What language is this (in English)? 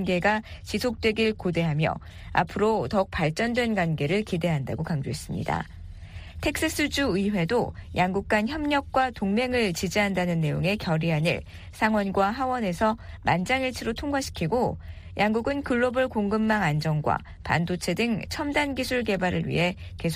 Korean